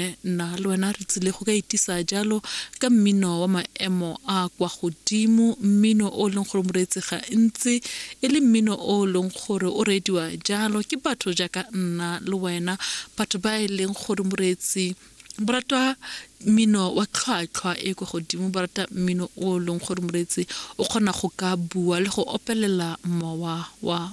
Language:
Tswana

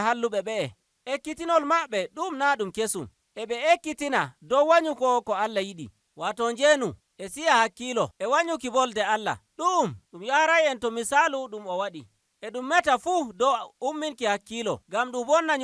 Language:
Nigerian Fulfulde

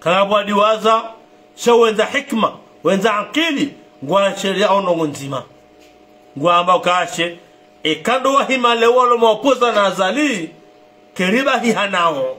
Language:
Ngazidja Comorian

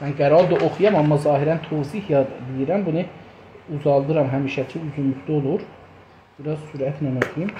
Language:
South Azerbaijani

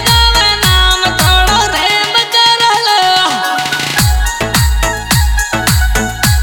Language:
Bhojpuri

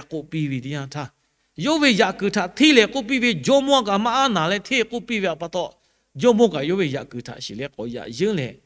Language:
Lahu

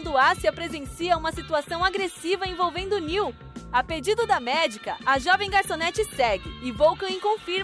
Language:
Portuguese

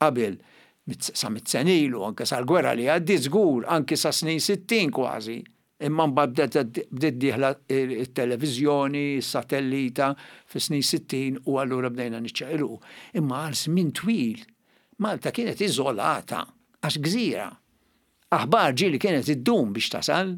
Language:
Maltese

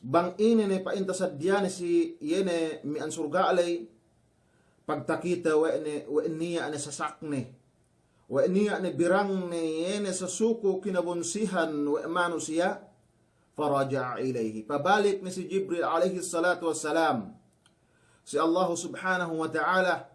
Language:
Yakan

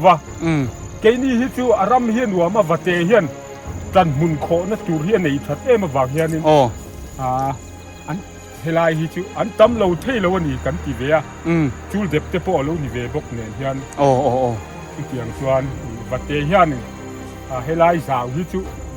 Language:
Biete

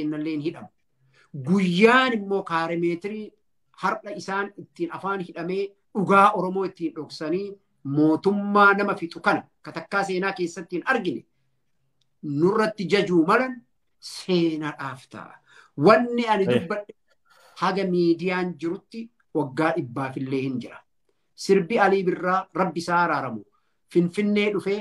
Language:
Oromo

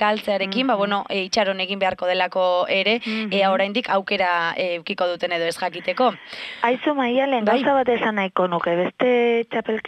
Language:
Basque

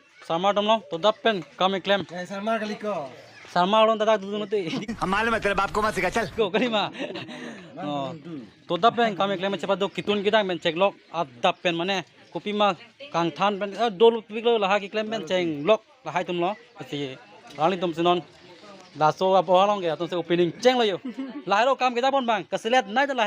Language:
Karbi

